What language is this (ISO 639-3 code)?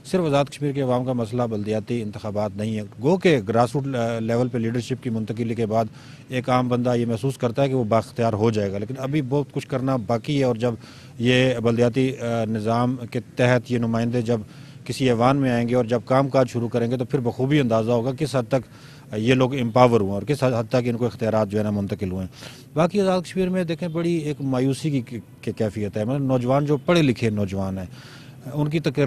urd